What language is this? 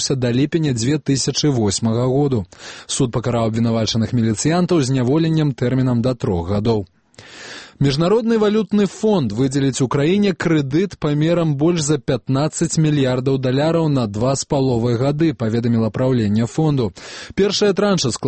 Belarusian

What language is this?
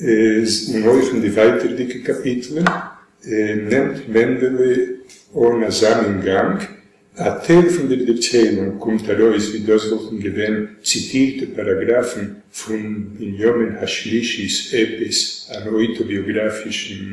Yiddish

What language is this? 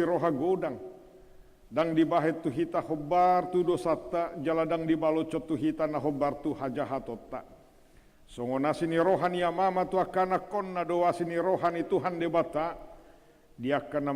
Batak Toba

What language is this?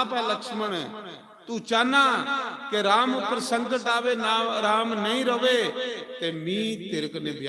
Dogri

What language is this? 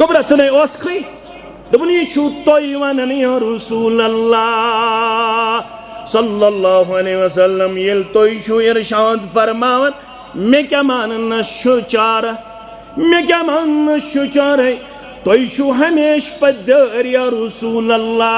Kashmiri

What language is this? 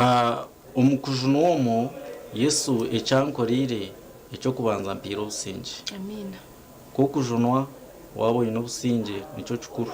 Nyankole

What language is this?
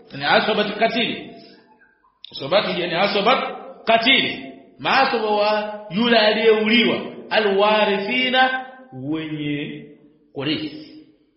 Swahili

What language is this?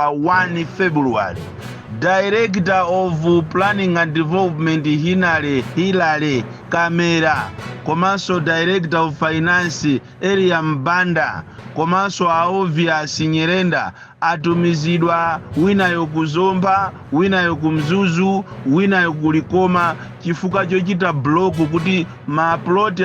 Nyanja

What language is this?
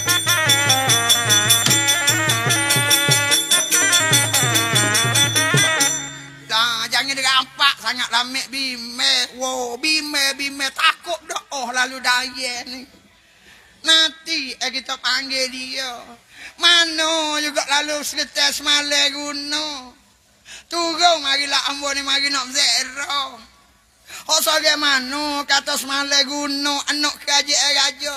Pattani Malay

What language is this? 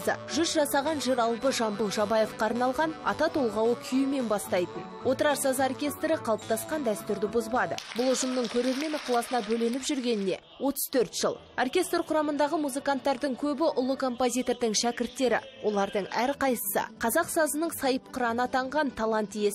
Kazakh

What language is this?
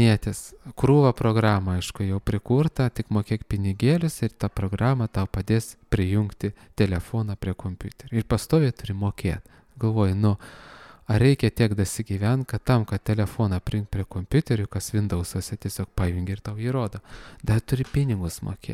Lithuanian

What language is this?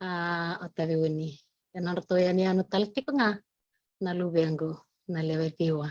Fijian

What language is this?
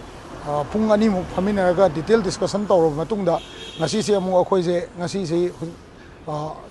Manipuri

